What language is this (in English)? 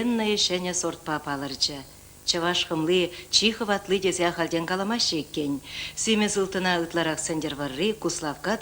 Chuvash